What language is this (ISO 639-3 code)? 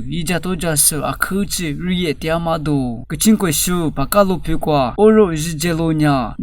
lis